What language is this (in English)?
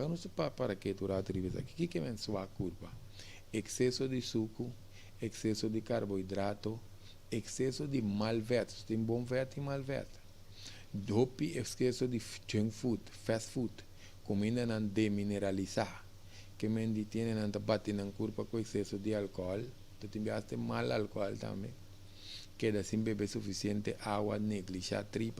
Papiamento